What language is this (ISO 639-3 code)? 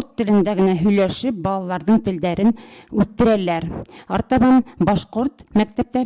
bak